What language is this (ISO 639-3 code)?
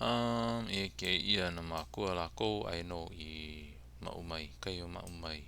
haw